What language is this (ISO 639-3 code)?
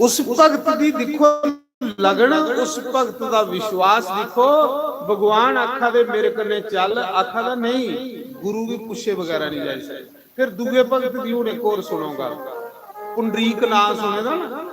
doi